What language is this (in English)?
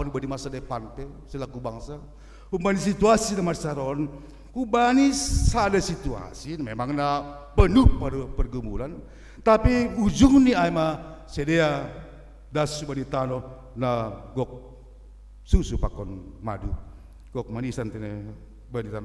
Batak Simalungun